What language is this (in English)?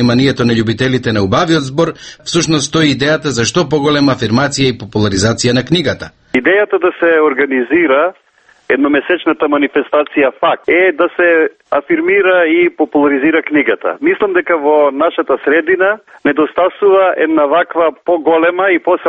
Macedonian